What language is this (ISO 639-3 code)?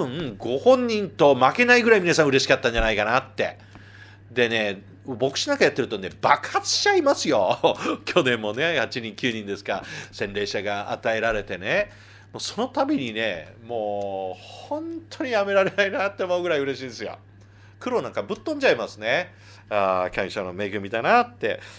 jpn